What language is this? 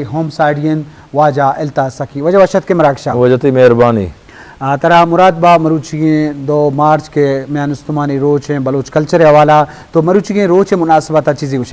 Eastern Balochi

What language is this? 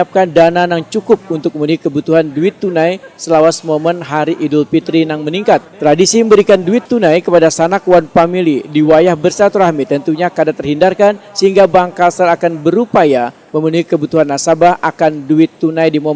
Banjar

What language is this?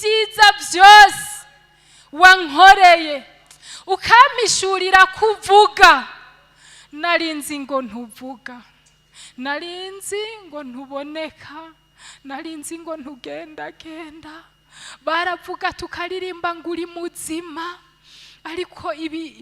Rundi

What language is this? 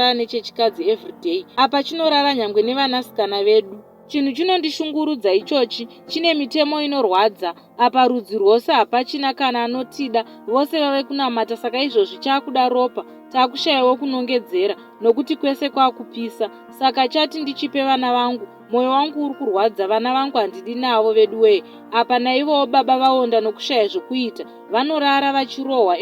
Shona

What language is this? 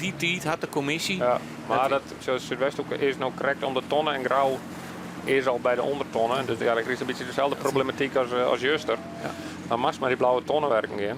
Western Frisian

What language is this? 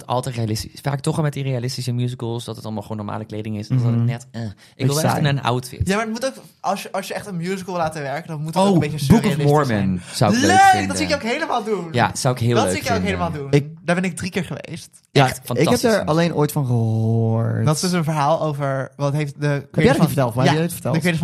Dutch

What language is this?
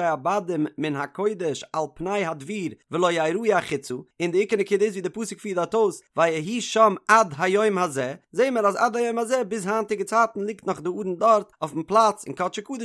Yiddish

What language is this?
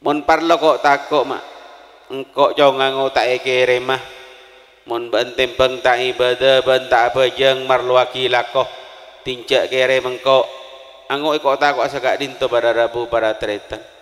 Madurese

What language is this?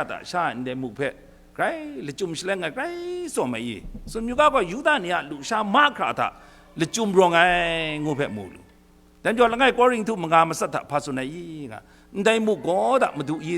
Kachin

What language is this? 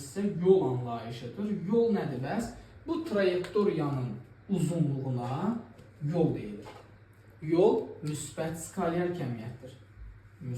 Azerbaijani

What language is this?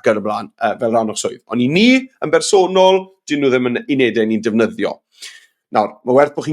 Welsh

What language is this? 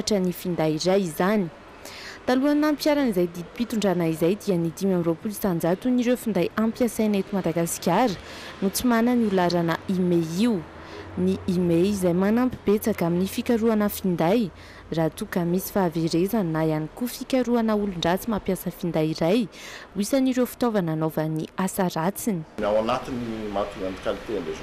Malagasy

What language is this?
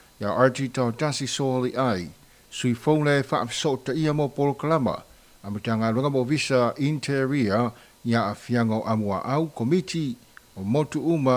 Samoan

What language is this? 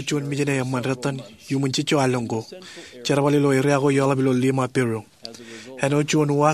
Marshallese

